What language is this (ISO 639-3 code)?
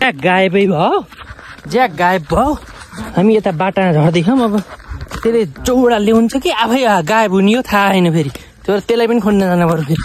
nep